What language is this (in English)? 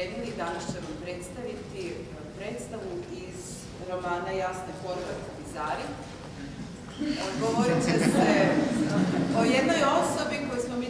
Croatian